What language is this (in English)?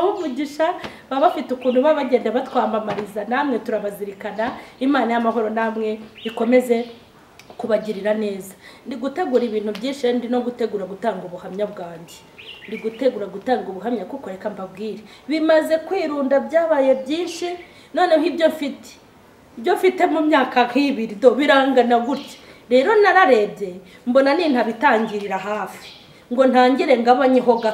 Kinyarwanda